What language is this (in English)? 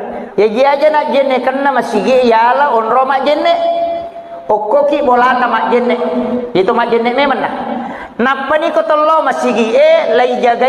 Buginese